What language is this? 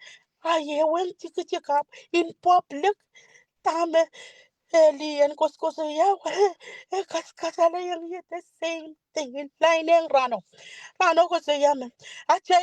Pohnpeian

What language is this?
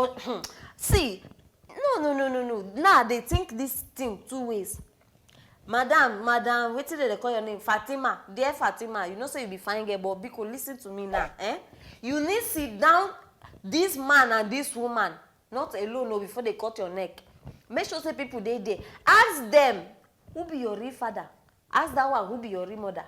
Nigerian Pidgin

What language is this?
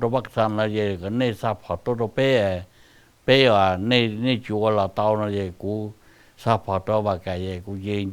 Hmong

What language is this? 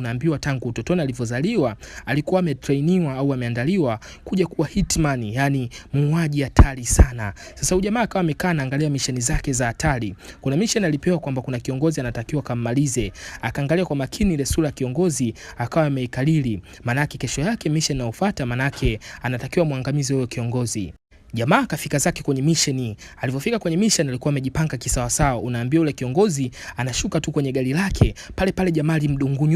Swahili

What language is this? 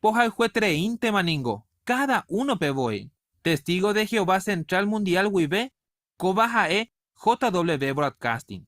Guarani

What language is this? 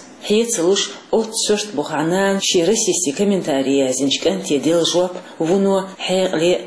Chechen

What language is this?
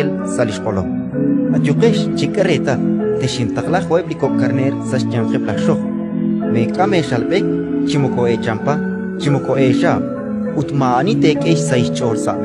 Kekchí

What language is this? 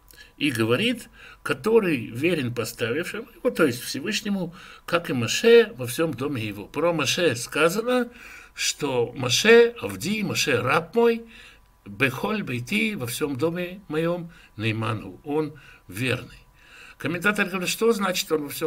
Russian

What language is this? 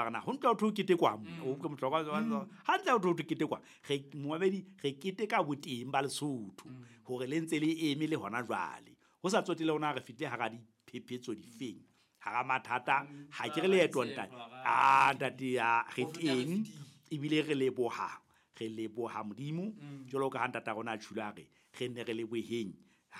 Southern Sotho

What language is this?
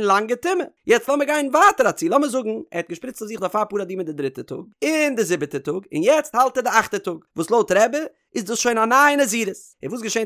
Yiddish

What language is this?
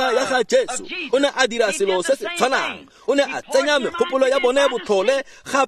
Tswana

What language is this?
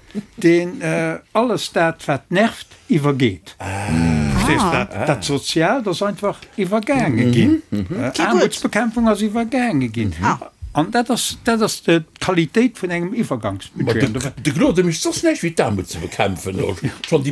Luxembourgish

